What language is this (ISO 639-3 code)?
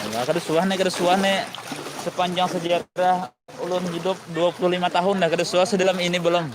bjn